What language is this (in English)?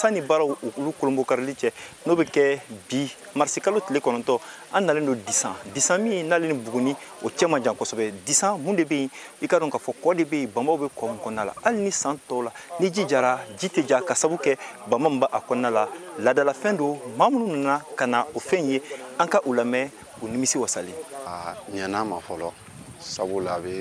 Bambara